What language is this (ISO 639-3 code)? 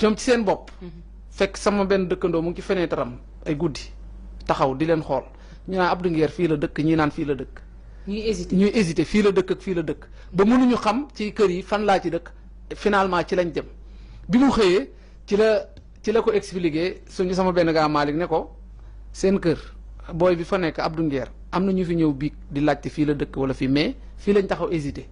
wol